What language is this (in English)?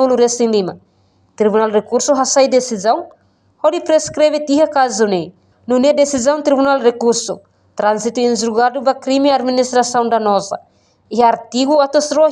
Tetum